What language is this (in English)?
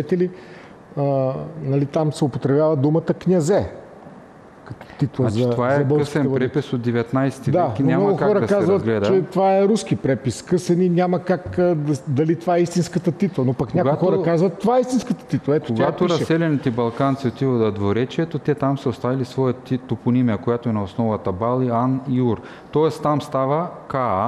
Bulgarian